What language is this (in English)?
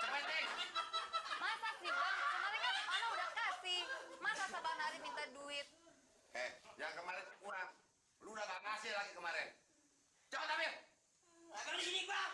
Betawi